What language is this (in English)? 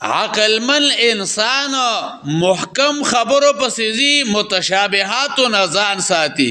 Pashto